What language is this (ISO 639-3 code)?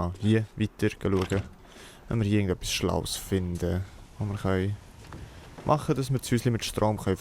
gsw